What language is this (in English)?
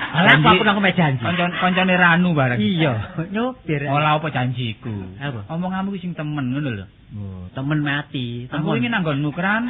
Javanese